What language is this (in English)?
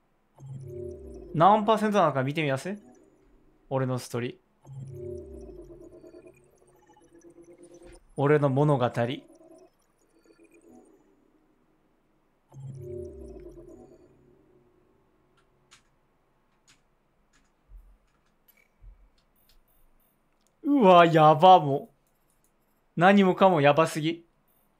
Japanese